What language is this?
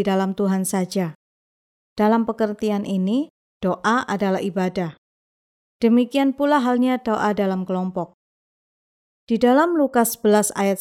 Indonesian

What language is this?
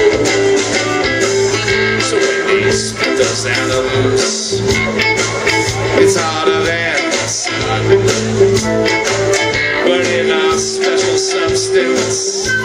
English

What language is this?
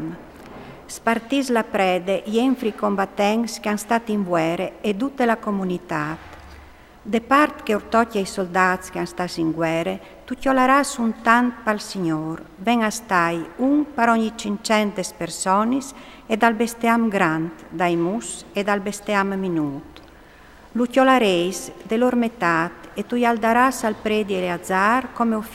Friulian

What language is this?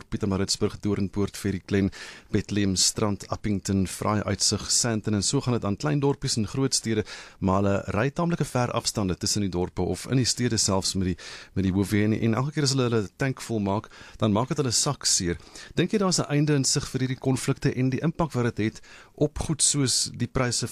Afrikaans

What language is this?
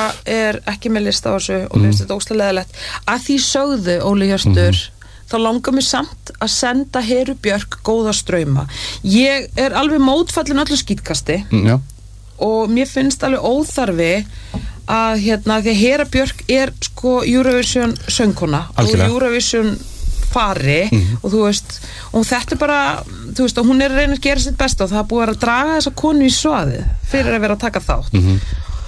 Icelandic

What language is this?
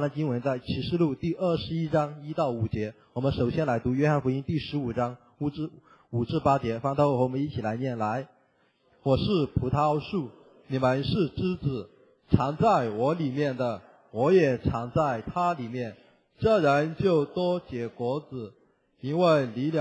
Chinese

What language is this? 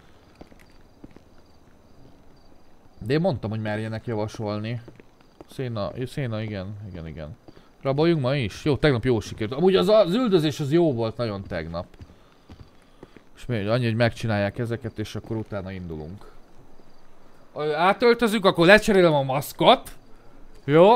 Hungarian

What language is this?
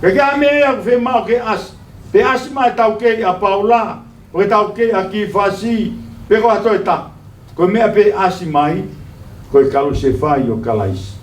Tongan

